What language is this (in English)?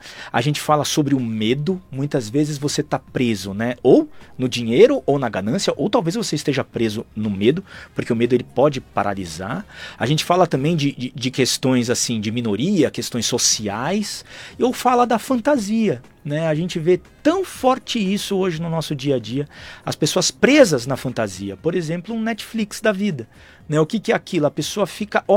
Portuguese